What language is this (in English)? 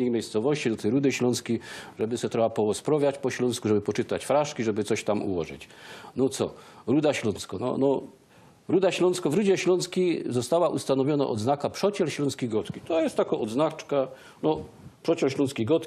Silesian